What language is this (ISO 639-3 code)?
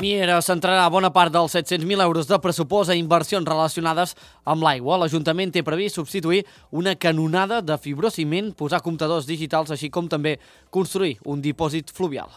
cat